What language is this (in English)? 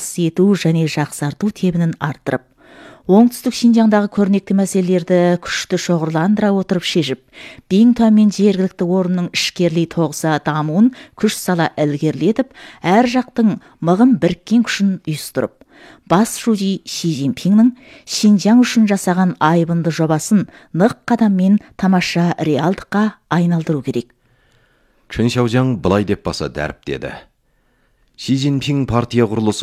Kazakh